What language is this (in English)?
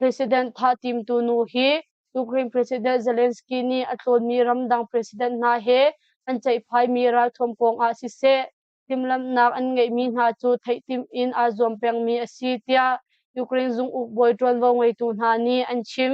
Hakha Chin